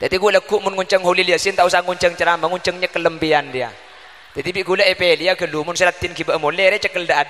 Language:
Madurese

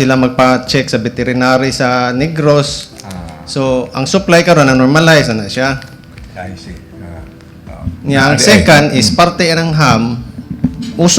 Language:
Cebuano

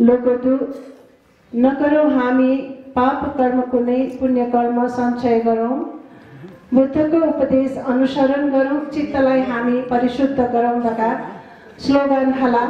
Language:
Nepali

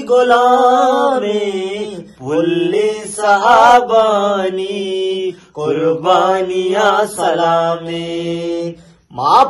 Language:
Eastern Balochi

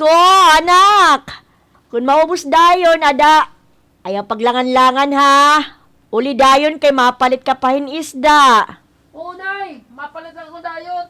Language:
Waray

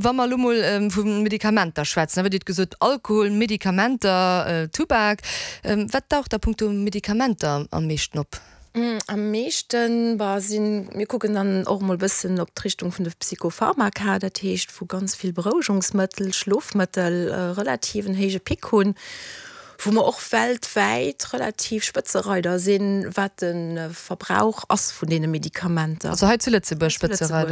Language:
Luxembourgish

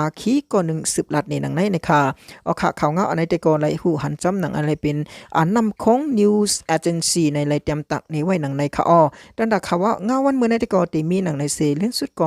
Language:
Shan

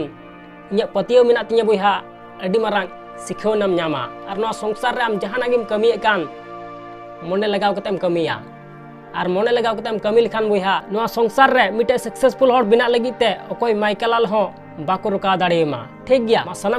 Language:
Santali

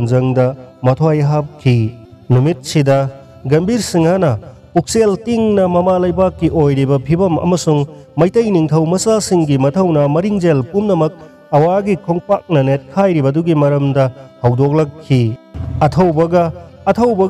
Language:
Manipuri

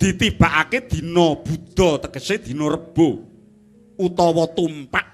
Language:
Javanese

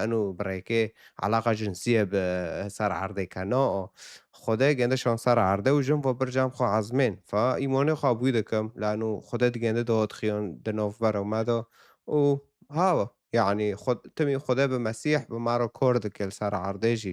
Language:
Kurdish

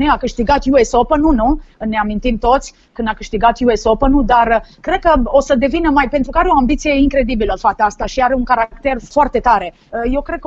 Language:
Romanian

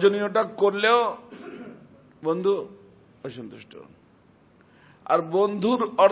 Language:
Bangla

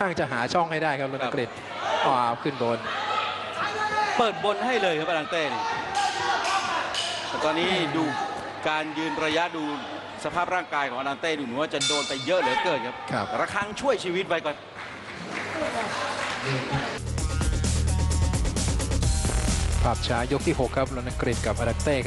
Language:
Thai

